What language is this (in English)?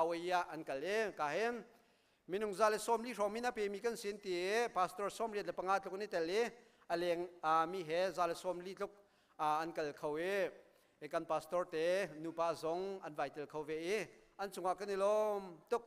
Hakha Chin